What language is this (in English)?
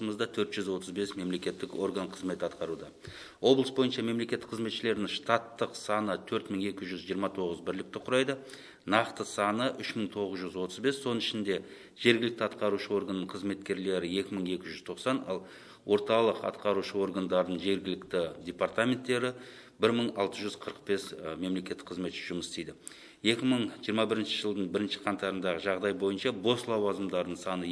Kazakh